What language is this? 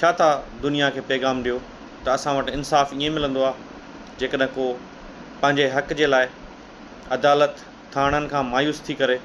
Sindhi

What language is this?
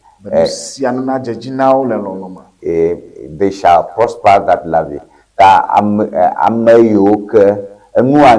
Ewe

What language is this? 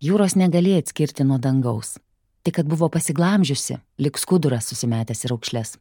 Lithuanian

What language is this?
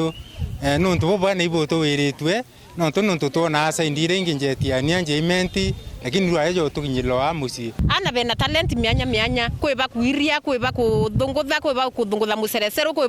Meru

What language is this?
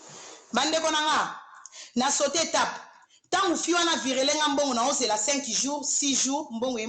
Lingala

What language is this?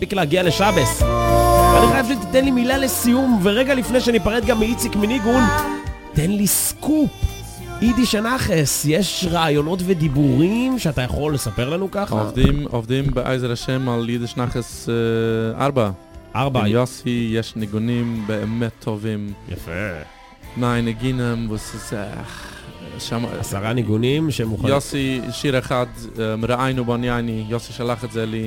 Hebrew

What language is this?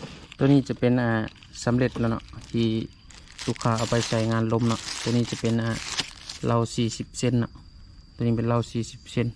Lao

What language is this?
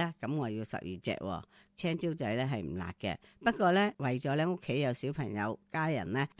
Cantonese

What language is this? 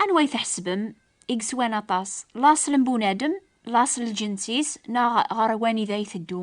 Kabyle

